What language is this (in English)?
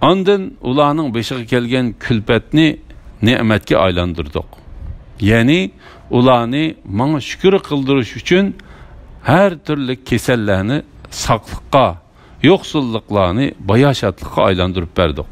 Uyghur